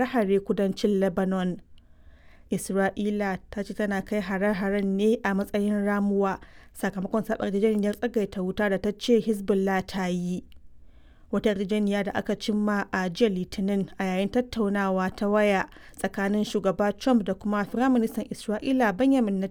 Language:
Hausa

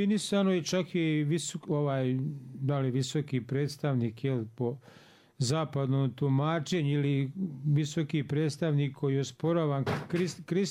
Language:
Bosnian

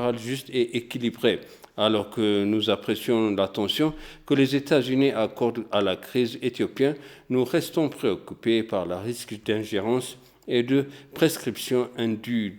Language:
French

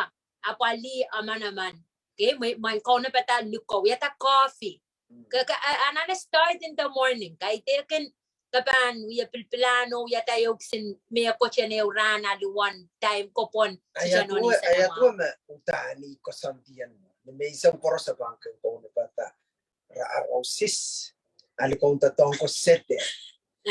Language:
Pohnpeian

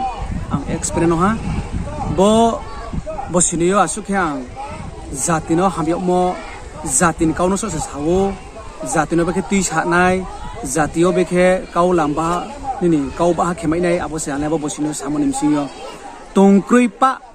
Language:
Riang (India)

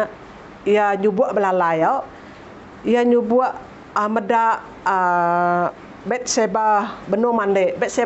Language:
Iban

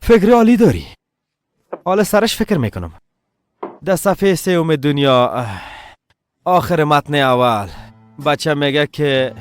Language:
Persian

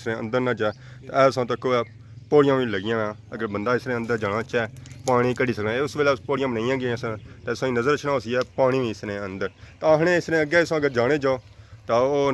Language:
Pahari-Potwari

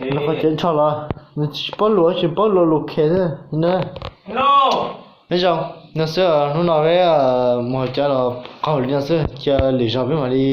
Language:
Hmong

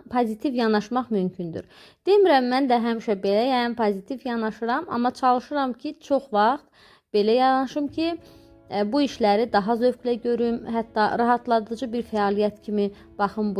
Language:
Azerbaijani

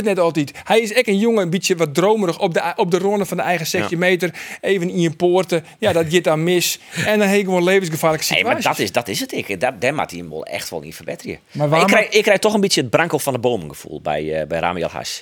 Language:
Western Frisian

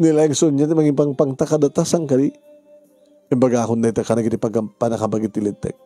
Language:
Iloko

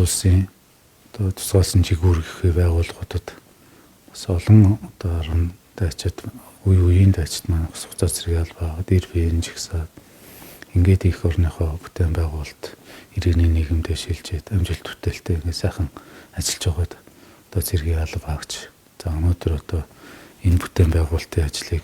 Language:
Mongolian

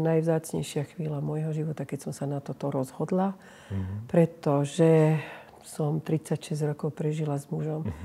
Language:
Slovak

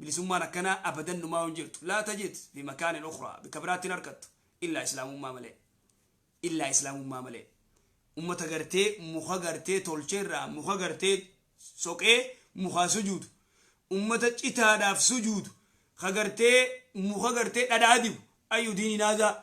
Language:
Oromo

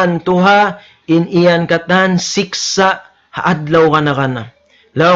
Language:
Tausug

